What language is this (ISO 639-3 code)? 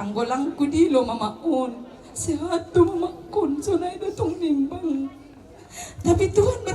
bts